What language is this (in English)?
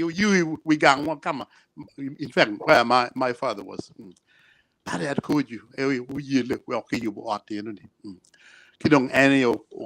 Acoli